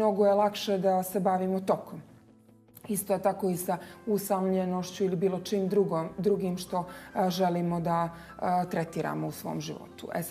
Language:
Bosnian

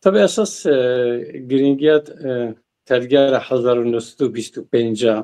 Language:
Zaza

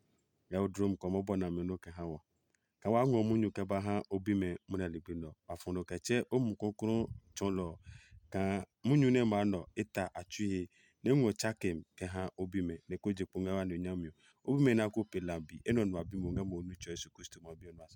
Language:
Adangme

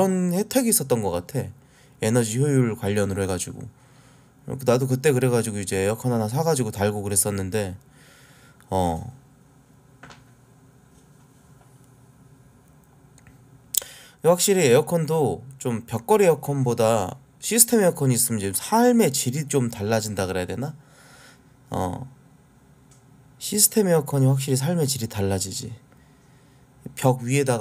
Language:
Korean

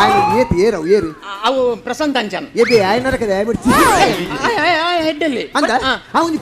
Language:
Tulu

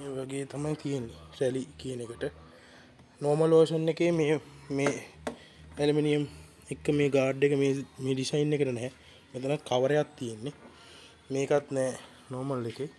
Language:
Sinhala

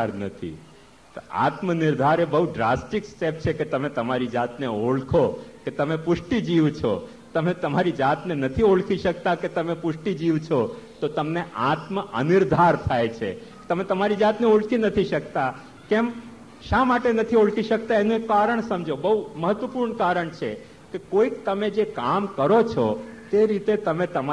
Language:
Gujarati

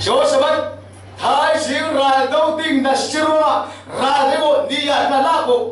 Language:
Falam Chin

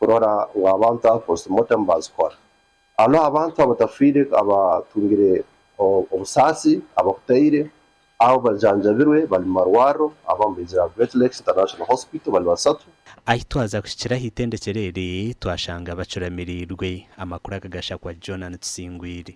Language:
Nyankole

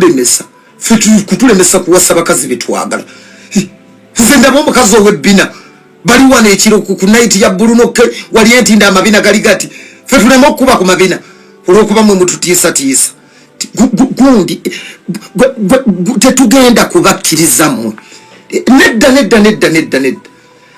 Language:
Ganda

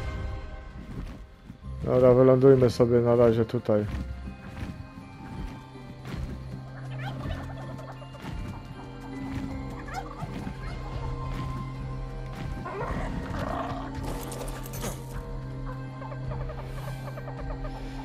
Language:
Polish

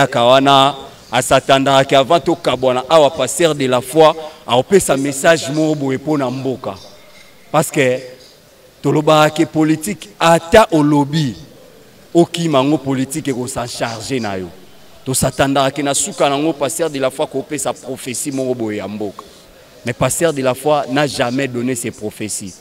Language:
Lingala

